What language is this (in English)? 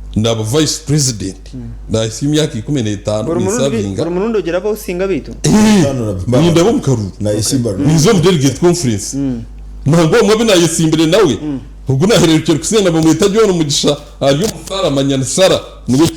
Nyankole